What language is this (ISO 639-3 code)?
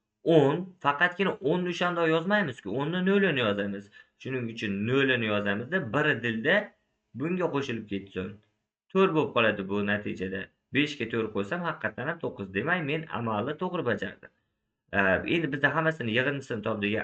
uzb